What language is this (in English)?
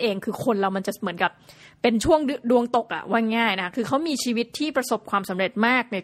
Thai